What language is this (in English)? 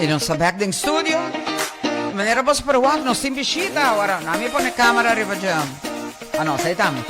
Papiamento